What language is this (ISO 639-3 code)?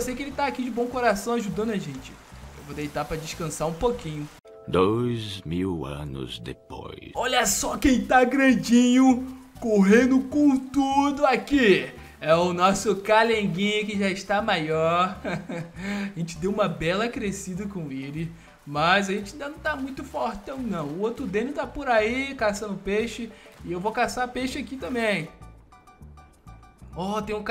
por